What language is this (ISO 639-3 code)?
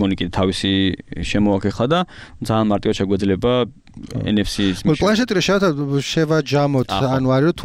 kat